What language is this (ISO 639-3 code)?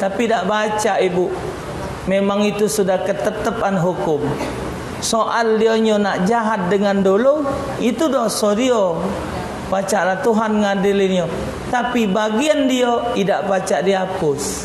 mui